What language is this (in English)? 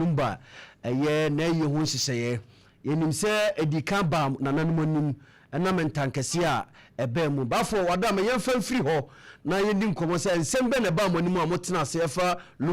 Akan